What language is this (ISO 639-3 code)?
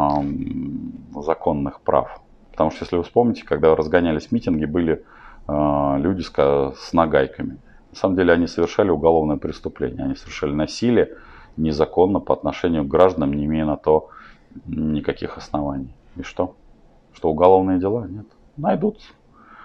rus